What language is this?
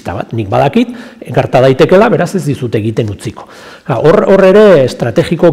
Basque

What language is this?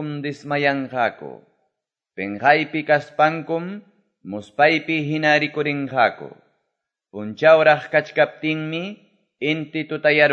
Quechua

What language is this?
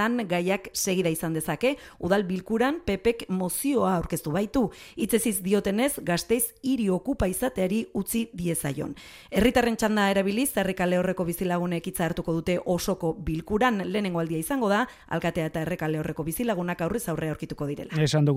Basque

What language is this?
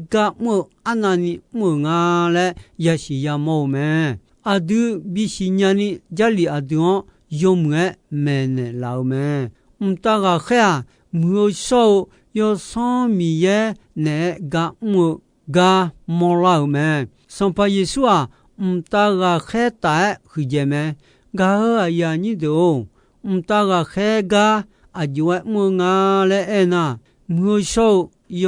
Akha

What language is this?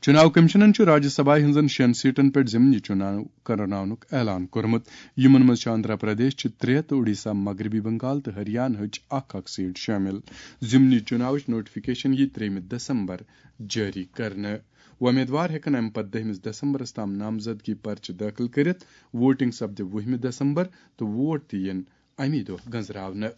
Kashmiri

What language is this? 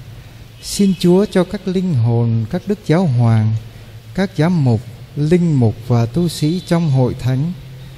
Vietnamese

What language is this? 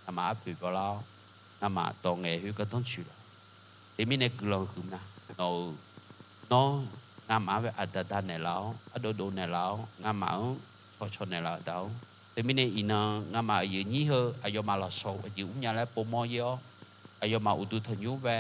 Akha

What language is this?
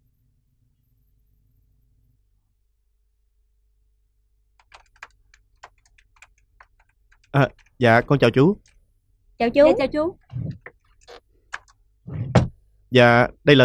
Vietnamese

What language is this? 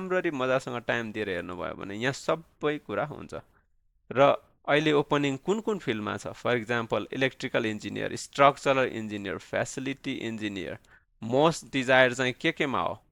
Nepali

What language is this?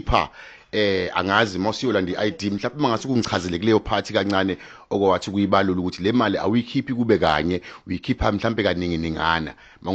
Zulu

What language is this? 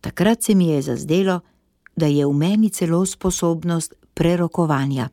Slovenian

